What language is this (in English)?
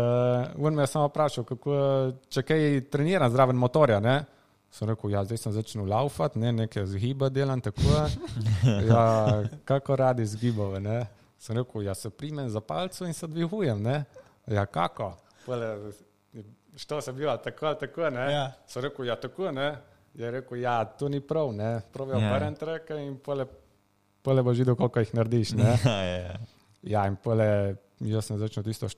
Slovenian